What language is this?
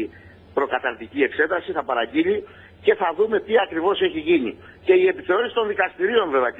Greek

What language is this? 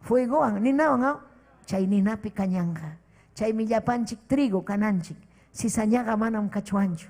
Ayacucho Quechua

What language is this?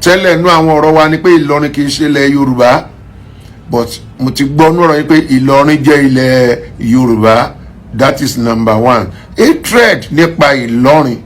Yoruba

